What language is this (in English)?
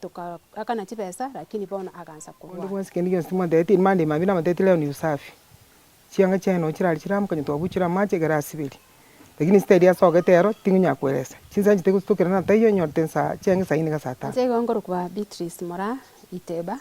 Gusii